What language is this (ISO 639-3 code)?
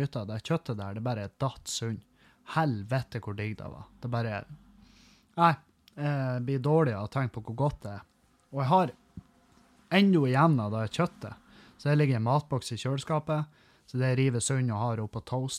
nor